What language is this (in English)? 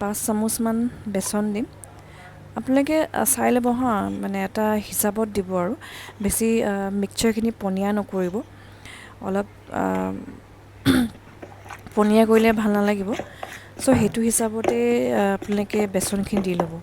Assamese